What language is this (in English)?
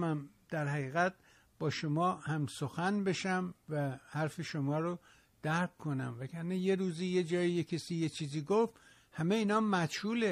Persian